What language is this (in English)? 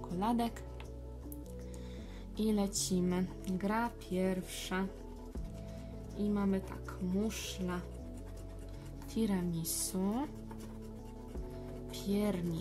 Polish